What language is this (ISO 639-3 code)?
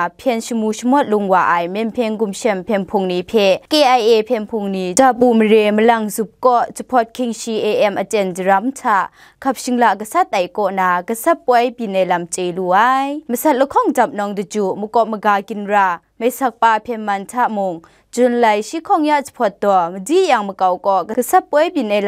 kac